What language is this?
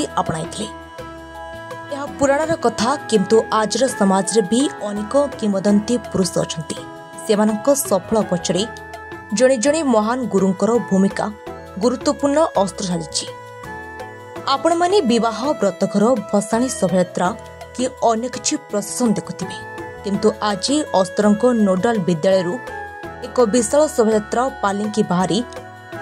Odia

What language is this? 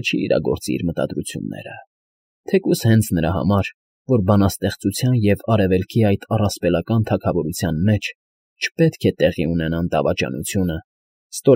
Armenian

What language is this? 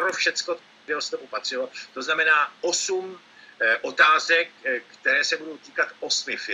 Czech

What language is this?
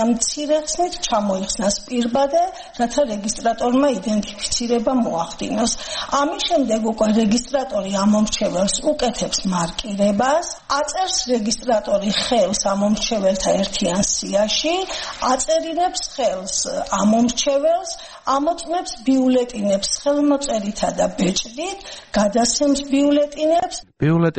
Georgian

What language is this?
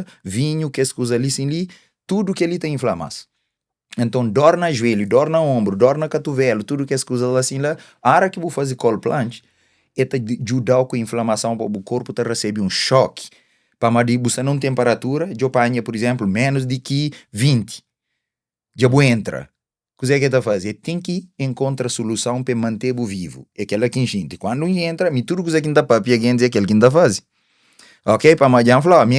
Kabuverdianu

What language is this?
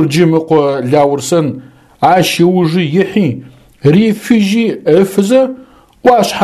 Adyghe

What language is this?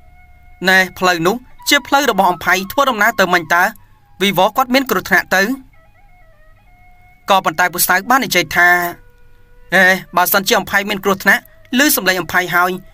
Khmer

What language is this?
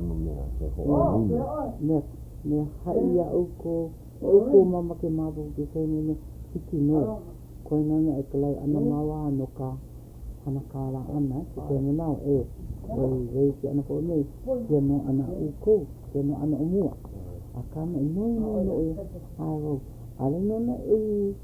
Hawaiian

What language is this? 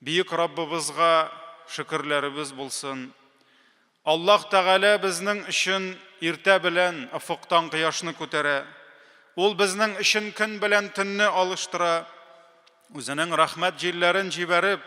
Tatar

